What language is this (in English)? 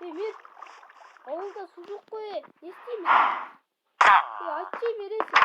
Kazakh